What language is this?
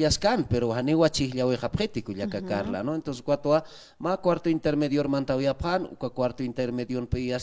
Aymara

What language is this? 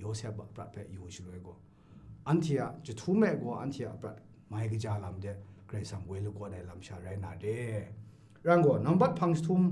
Kachin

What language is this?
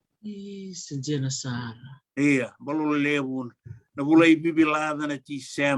Fijian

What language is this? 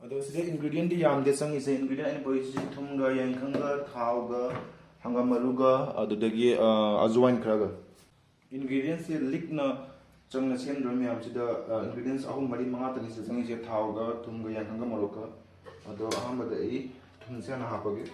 Manipuri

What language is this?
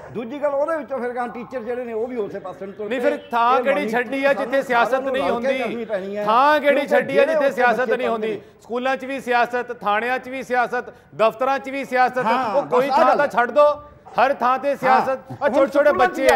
Punjabi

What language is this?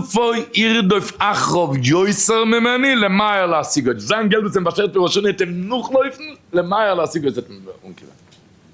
Yiddish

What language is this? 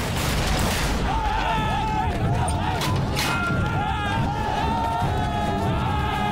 Telugu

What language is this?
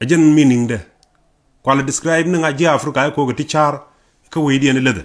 Nuer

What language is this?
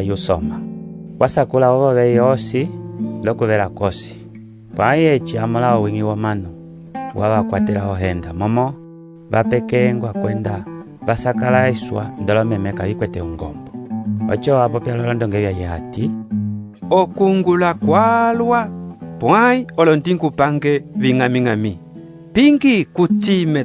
Umbundu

